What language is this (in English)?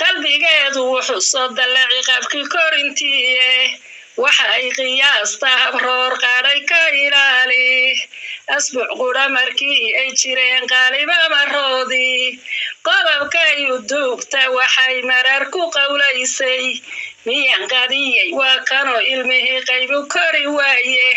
Somali